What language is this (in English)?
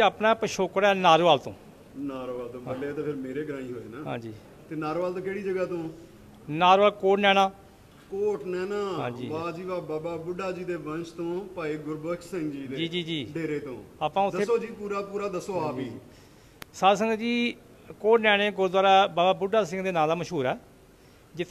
Punjabi